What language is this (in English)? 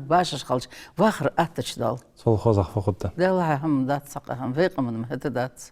Ingush